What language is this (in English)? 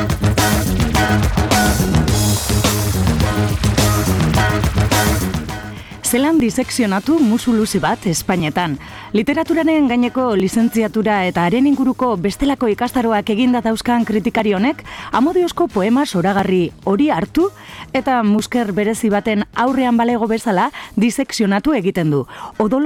Basque